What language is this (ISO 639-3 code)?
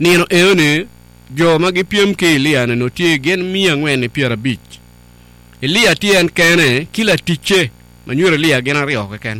ach